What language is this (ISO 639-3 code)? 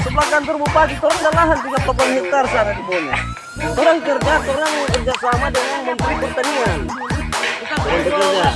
xmm